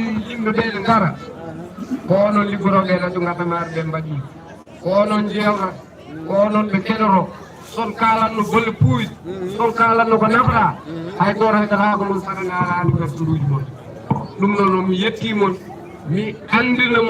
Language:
Fula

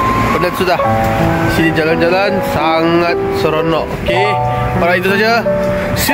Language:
Malay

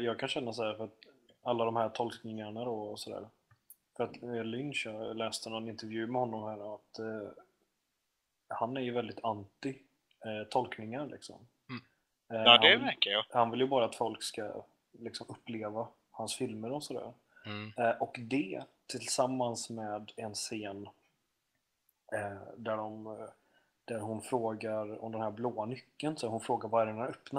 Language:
Swedish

